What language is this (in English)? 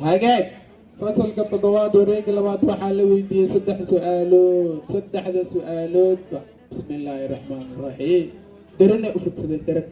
Somali